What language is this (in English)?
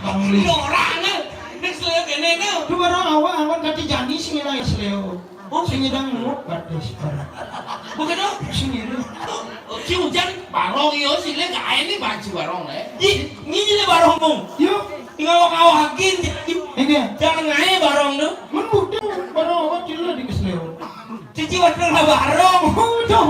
Balinese